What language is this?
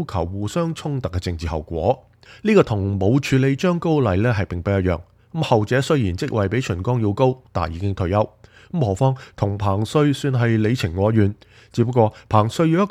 Cantonese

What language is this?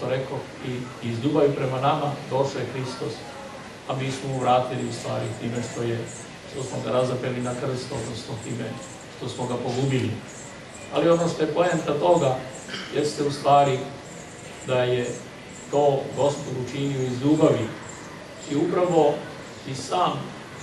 Serbian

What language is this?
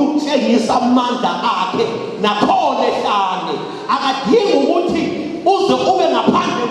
Zulu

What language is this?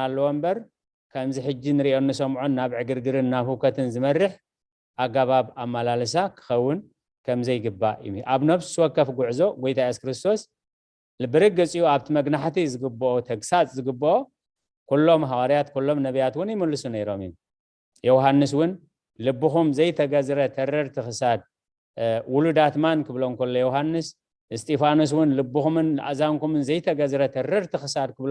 Tigrinya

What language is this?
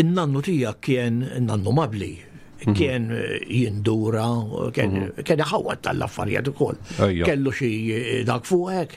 Maltese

